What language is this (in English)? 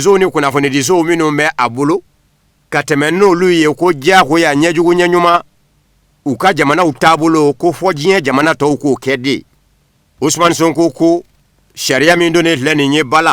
Bambara